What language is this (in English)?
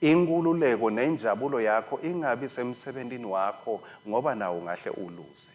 Swati